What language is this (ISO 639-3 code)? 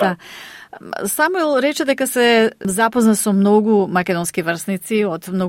mkd